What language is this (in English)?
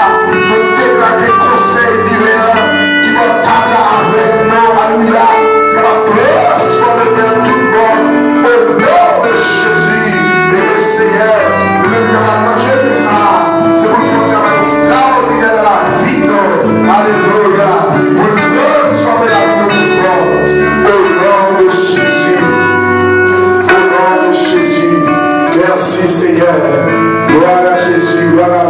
Haitian Creole